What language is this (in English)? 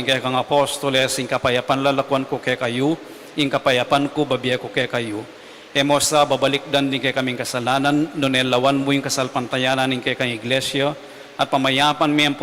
Pampanga